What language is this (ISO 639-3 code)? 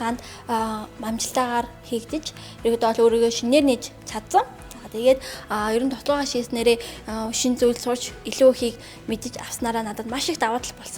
mon